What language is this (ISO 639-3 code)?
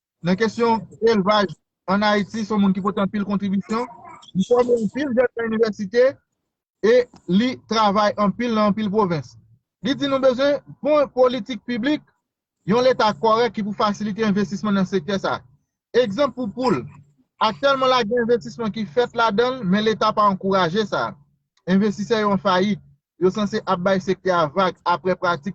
hat